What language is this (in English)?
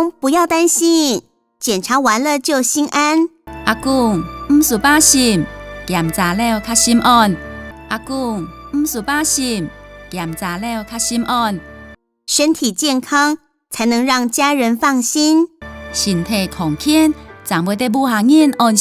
Hakka Chinese